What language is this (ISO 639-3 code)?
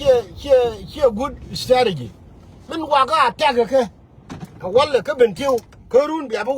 nus